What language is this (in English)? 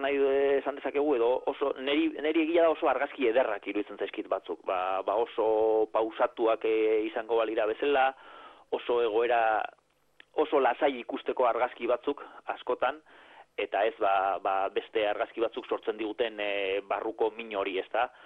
Basque